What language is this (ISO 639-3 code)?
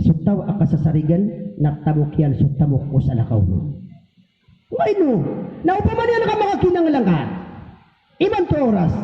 mrw